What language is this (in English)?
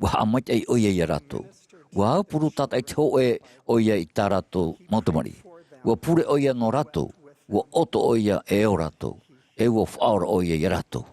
Tahitian